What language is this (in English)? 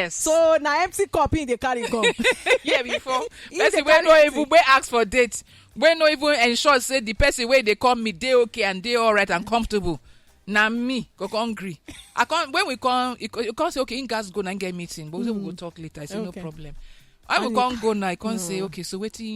Nigerian Pidgin